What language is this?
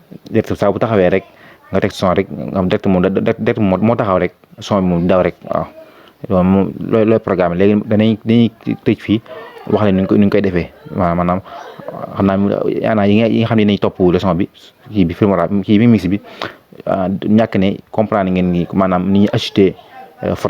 Wolof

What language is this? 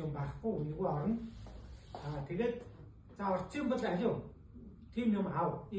Mongolian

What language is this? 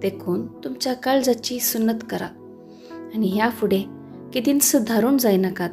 Konkani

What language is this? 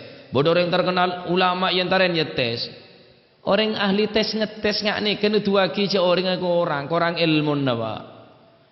Madurese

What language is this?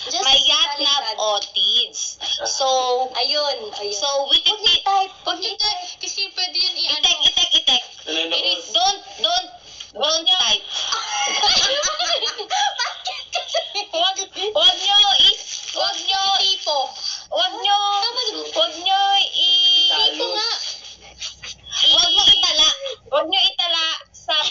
Filipino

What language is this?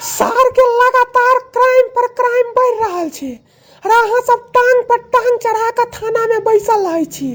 Maithili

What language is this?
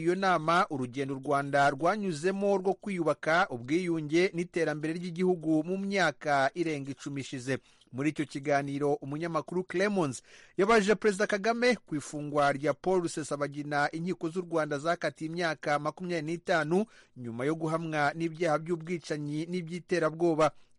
Kinyarwanda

